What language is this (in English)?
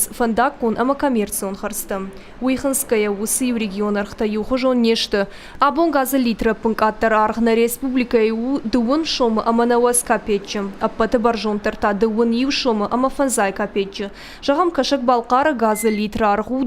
Ossetic